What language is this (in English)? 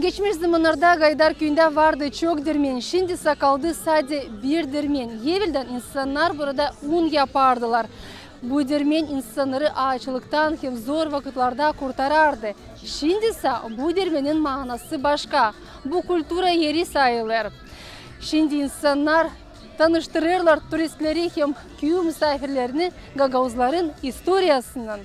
Gagauz